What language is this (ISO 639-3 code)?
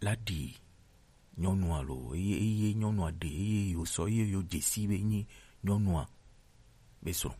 gej